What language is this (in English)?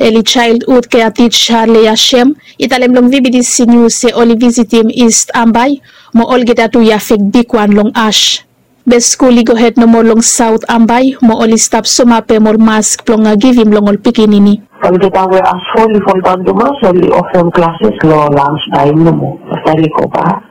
Bislama